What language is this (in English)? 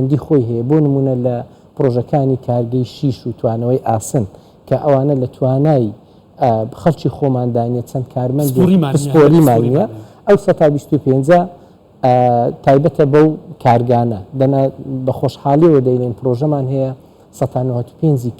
Central Kurdish